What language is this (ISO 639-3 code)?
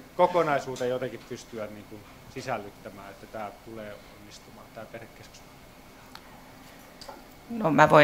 fin